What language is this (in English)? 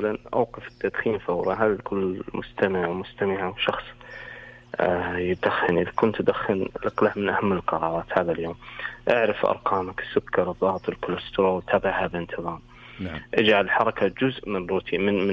Arabic